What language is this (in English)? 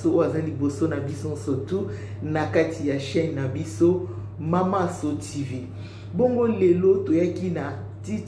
Lingala